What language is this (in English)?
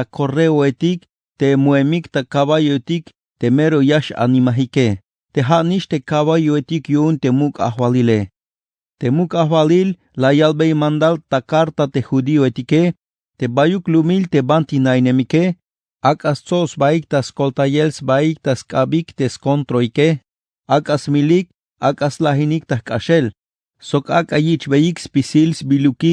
Tzeltal